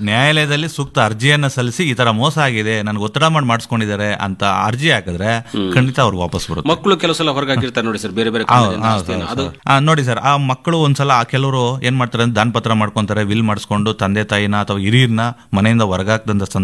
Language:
Kannada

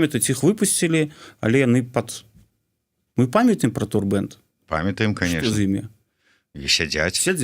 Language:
Belarusian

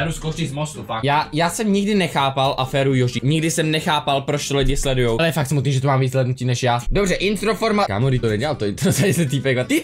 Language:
Czech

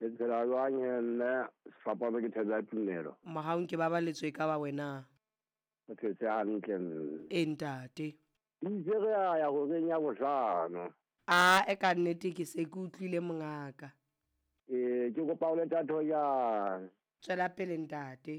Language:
Southern Sotho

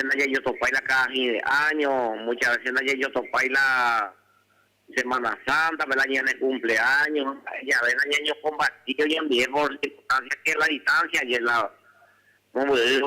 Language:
Guarani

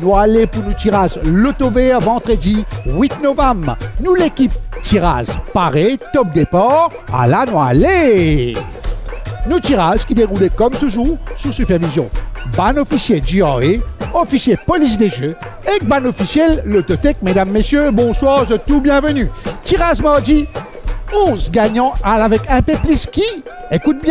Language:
Morisyen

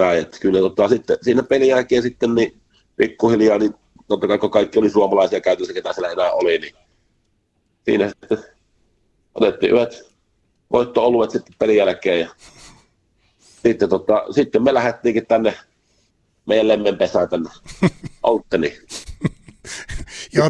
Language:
Finnish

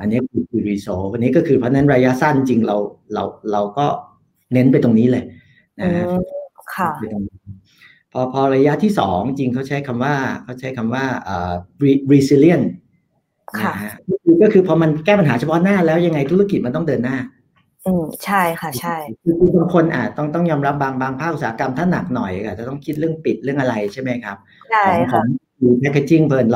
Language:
Thai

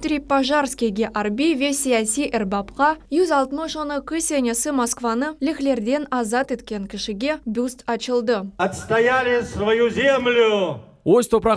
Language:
Crimean Tatar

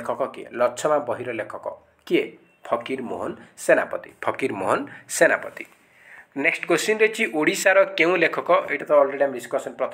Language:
Odia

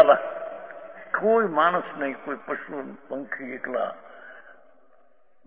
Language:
Hindi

